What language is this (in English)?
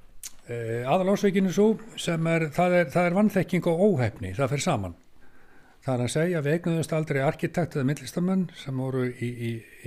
Icelandic